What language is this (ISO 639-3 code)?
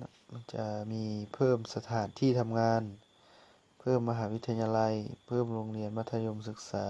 lao